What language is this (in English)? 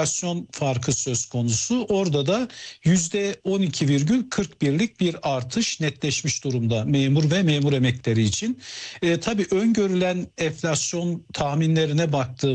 Turkish